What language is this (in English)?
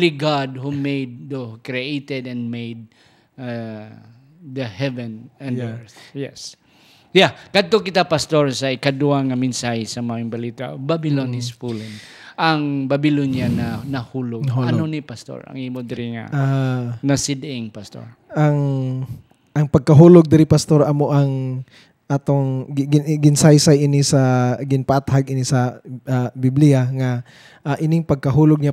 Hiligaynon